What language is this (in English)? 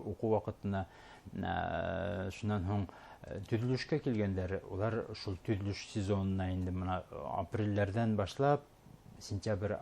Bashkir